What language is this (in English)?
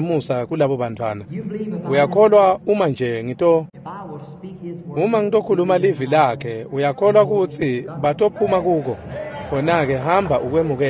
Swati